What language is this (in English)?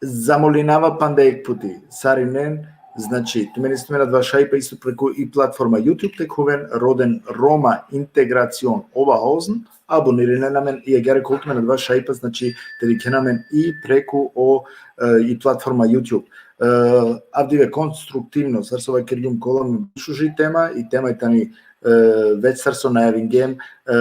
Balkan Romani